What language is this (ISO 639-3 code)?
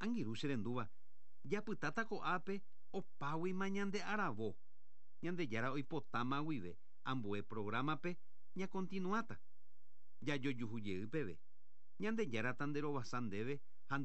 grn